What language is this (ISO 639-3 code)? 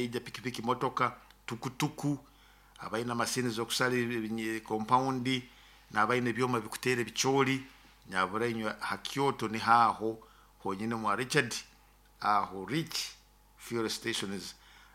nyo